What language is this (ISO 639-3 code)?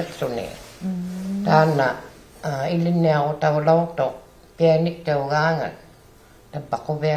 iku